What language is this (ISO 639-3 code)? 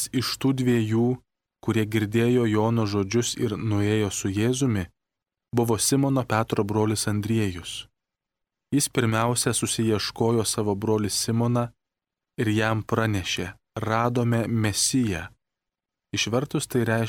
lit